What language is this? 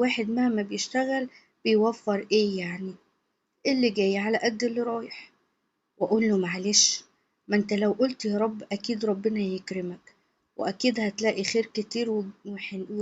Egyptian Arabic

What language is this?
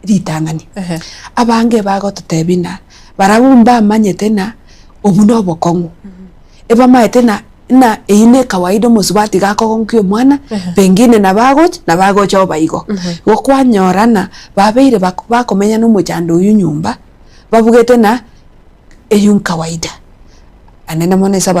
Gusii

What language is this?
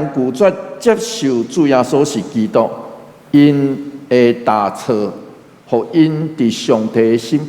Min Nan Chinese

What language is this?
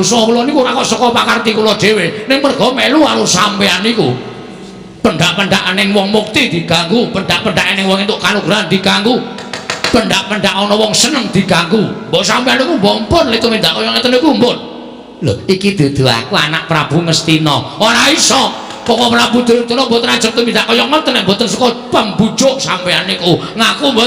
Javanese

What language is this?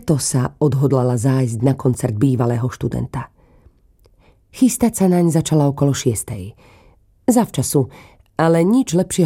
Slovak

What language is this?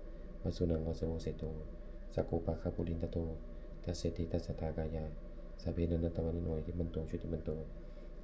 Pali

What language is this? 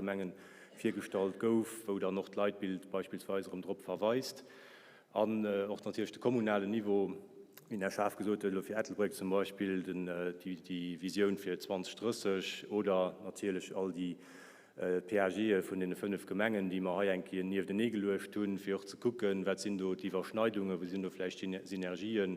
Luxembourgish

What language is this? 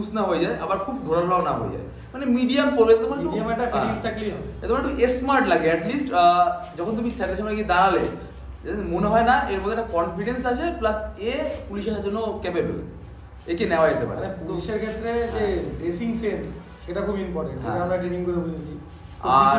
Bangla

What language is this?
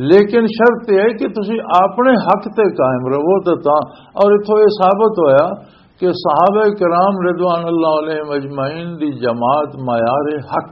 Western Panjabi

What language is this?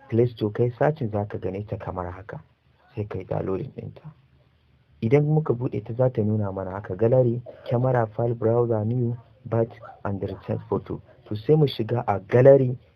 Hausa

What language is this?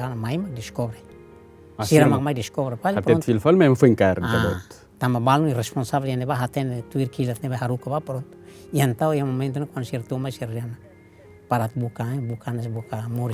Tetum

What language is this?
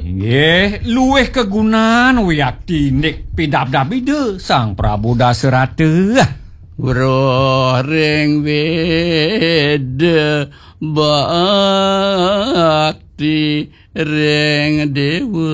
Balinese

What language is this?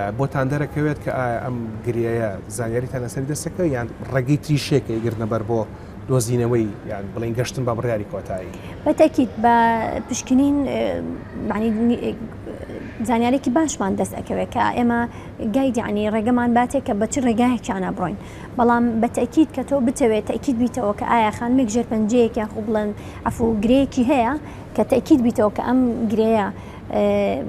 Central Kurdish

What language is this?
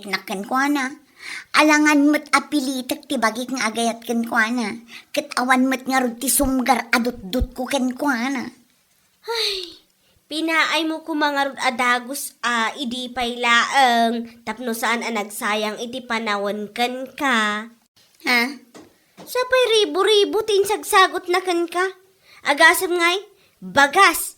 Iloko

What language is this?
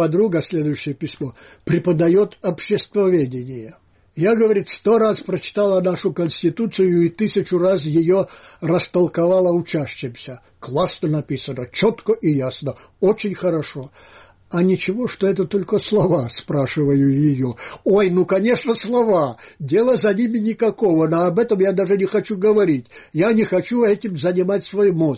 Russian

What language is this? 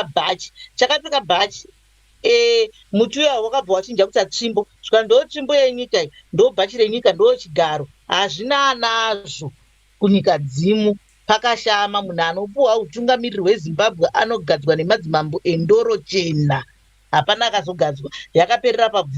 Shona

